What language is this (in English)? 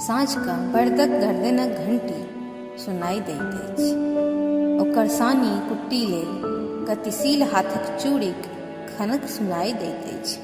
Maithili